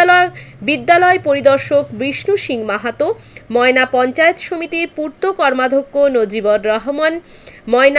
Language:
Bangla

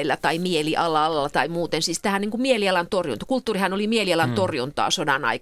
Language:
Finnish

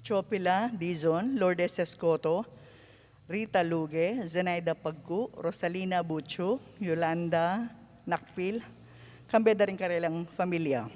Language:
Pampanga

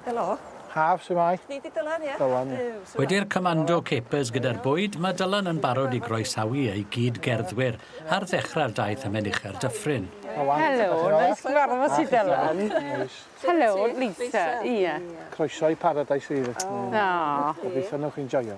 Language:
Welsh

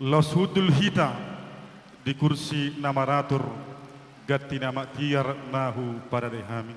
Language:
Batak Toba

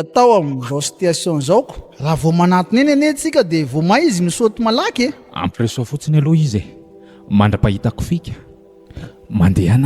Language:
Malagasy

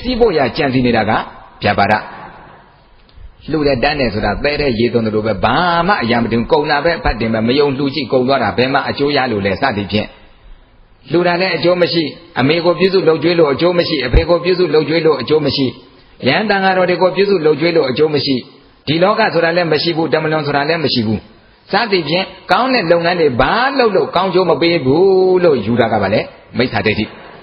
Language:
Burmese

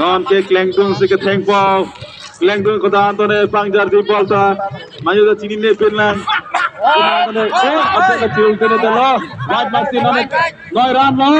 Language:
Karbi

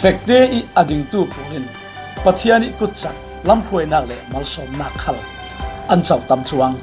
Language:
Falam Chin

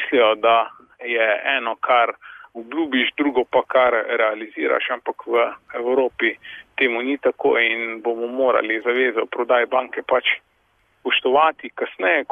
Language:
Slovenian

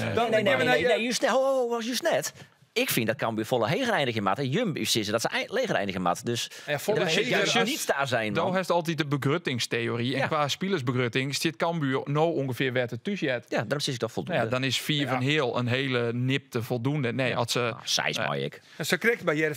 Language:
Western Frisian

